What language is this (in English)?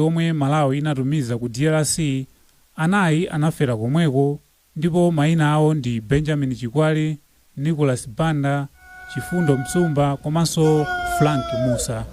Nyanja